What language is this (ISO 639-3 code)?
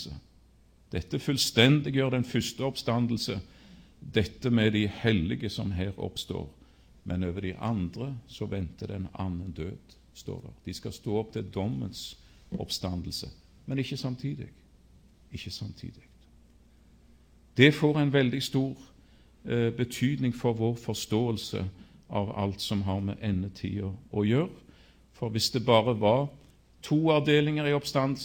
nor